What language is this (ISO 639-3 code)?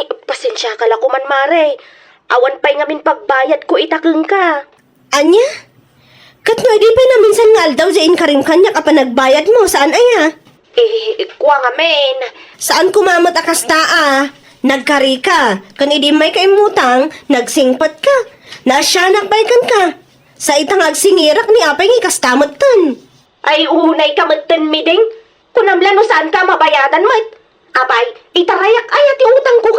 ilo